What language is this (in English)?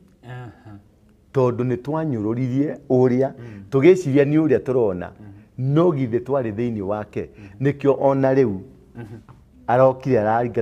Kikuyu